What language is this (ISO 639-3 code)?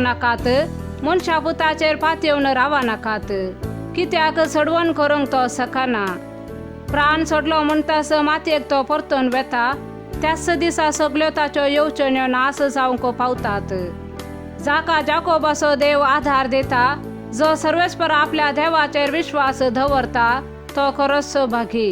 kok